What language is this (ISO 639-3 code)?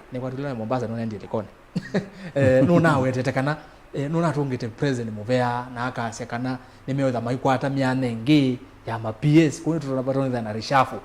kam